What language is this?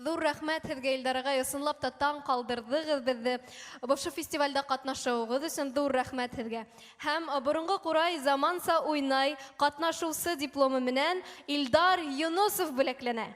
Bashkir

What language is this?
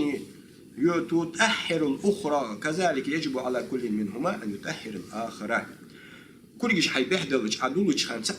Ingush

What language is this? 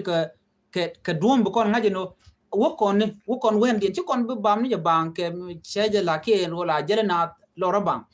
Nuer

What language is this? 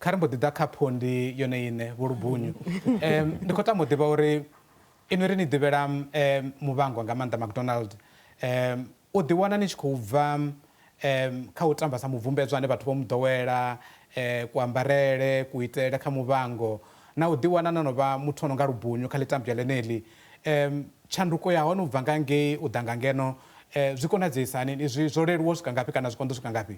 Venda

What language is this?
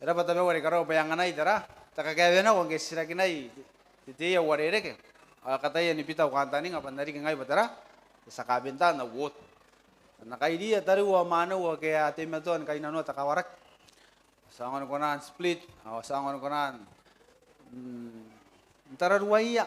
Gilbertese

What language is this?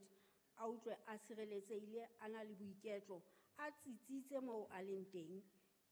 Southern Sotho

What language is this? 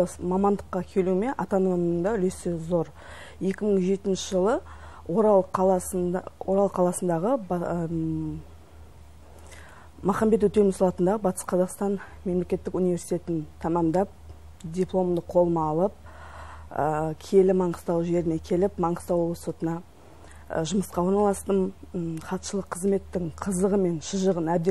Kazakh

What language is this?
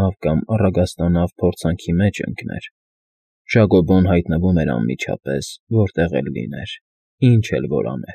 Armenian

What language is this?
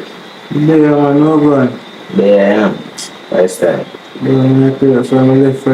Jamaican Creole English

